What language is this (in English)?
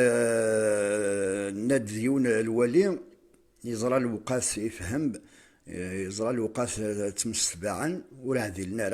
Kabyle